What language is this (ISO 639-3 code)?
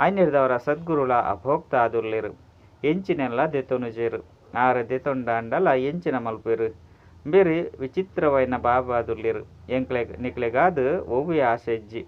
tcy